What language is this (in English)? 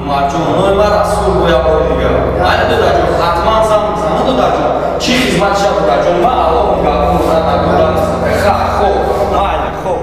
Tajik